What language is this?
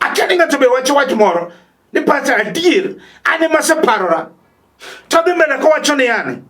Luo (Kenya and Tanzania)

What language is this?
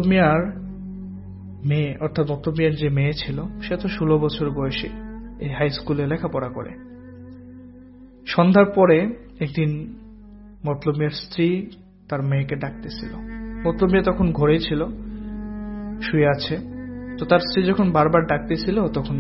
Bangla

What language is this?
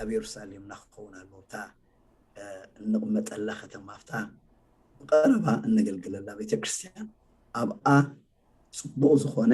Tigrinya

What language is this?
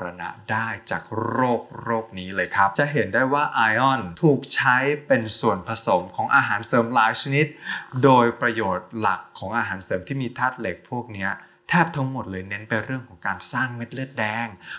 Thai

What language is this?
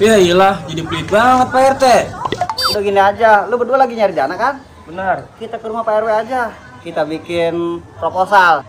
Betawi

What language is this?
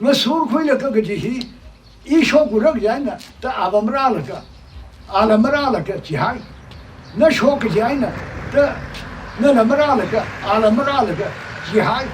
Tangkhul Naga (India)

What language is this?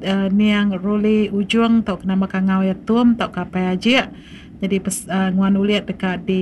Iban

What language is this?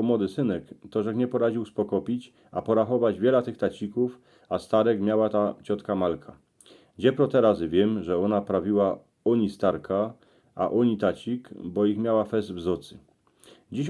Silesian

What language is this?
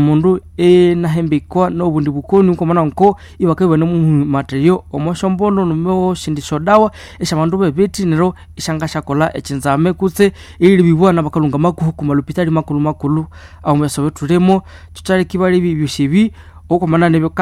Nande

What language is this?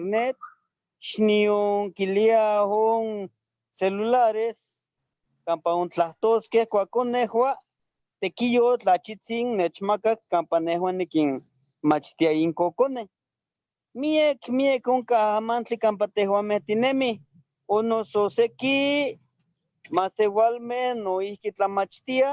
Eastern Huasteca Nahuatl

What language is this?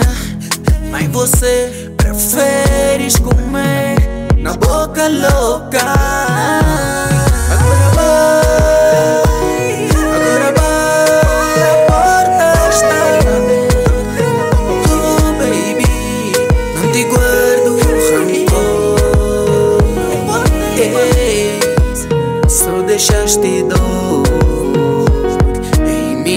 Portuguese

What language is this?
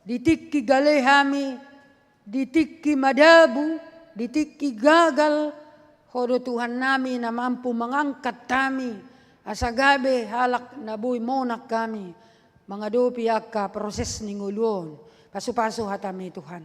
Batak Toba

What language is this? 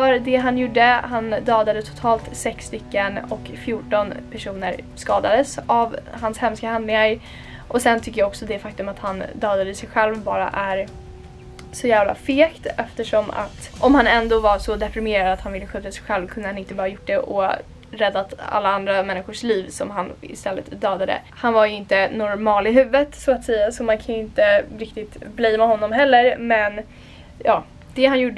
Swedish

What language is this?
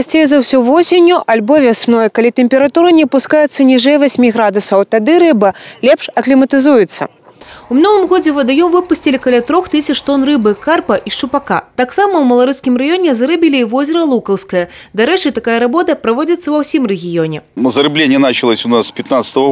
Belarusian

